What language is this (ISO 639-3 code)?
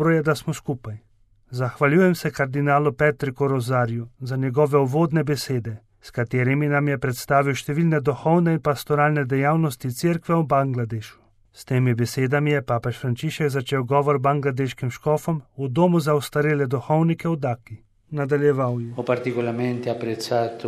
slv